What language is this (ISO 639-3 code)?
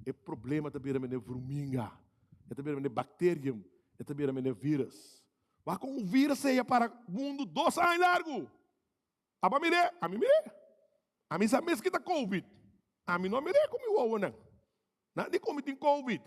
pap